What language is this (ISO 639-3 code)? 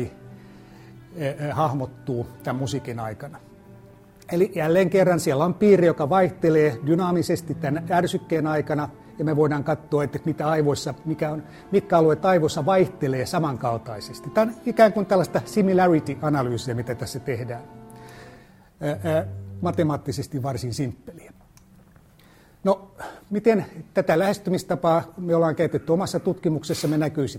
fin